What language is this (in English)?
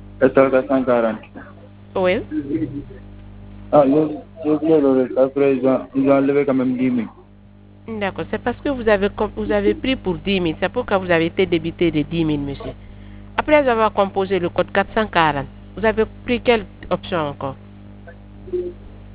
French